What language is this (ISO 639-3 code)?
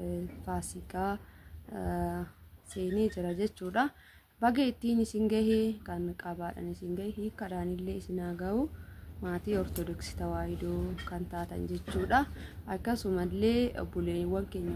orm